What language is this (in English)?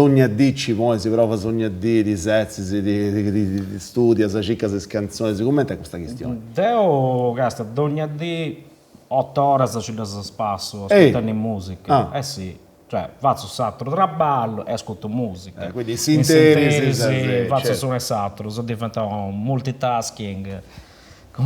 Sardinian